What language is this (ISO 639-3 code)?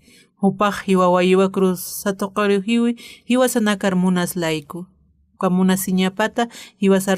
aym